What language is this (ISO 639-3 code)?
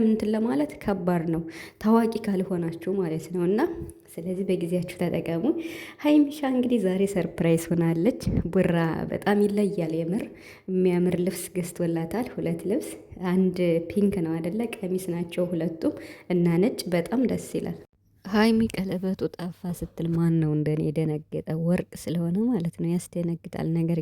amh